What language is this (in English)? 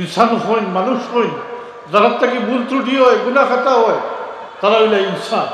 Sylheti